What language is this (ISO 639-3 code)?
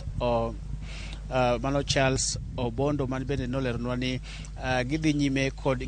luo